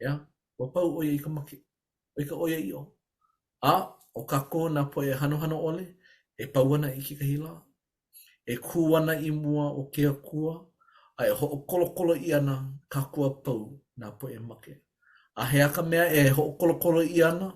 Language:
Hawaiian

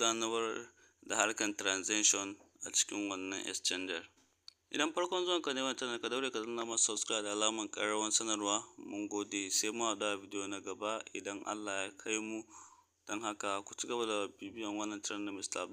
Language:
Hausa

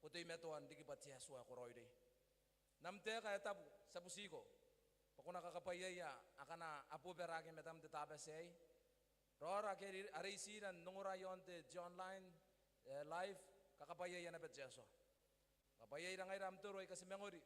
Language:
Gilbertese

